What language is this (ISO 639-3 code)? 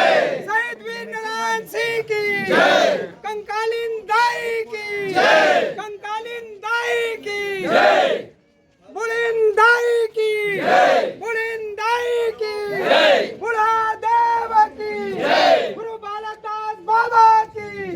hne